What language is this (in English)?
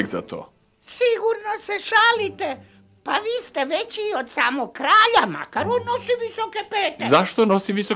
Croatian